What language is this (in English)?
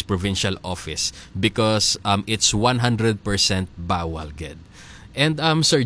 Hiligaynon